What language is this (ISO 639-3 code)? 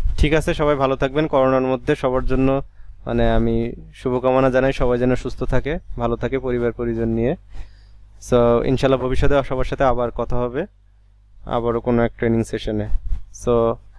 ben